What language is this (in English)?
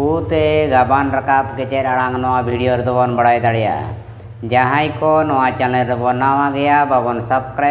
Santali